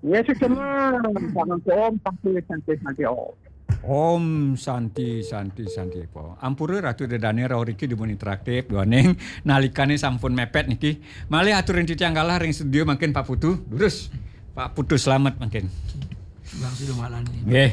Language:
Balinese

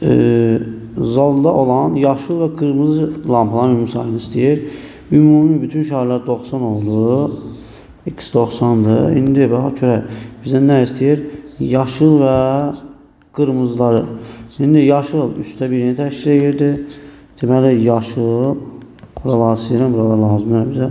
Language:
Azerbaijani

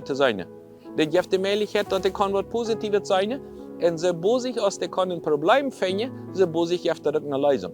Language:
Plautdietsch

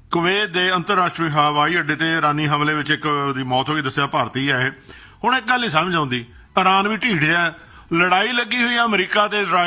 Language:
Punjabi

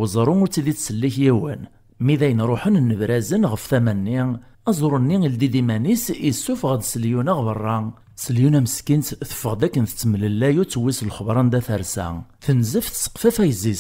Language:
Kabyle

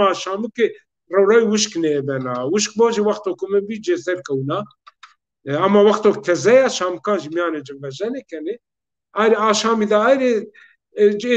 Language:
Zaza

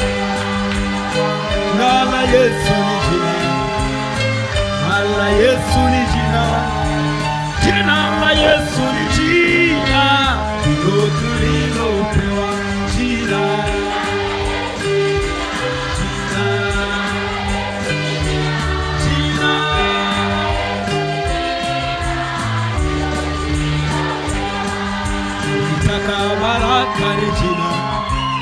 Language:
Swahili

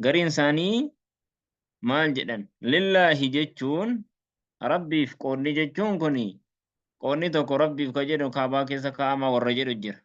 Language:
Oromo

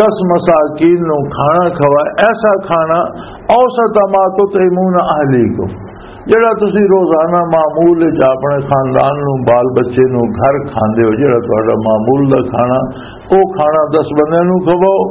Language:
Western Panjabi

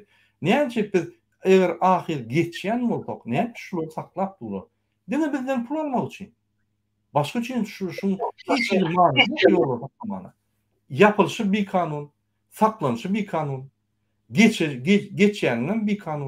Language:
Turkmen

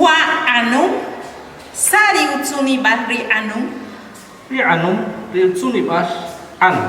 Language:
Achi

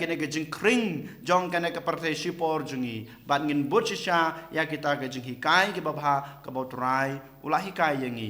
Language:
Khasi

